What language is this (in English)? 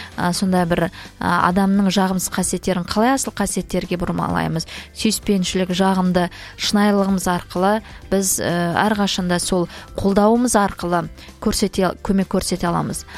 Kazakh